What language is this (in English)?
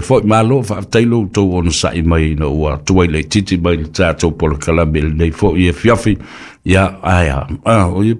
Samoan